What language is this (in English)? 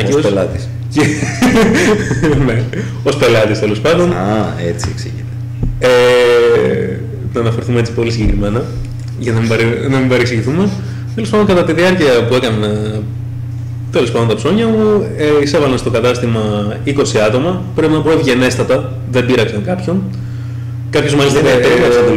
Greek